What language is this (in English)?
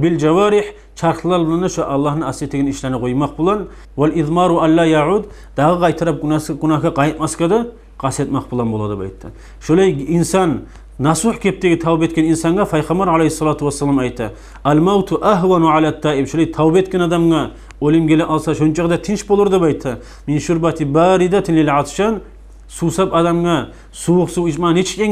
Kumyk